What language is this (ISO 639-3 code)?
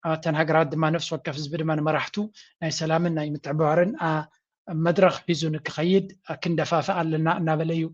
tir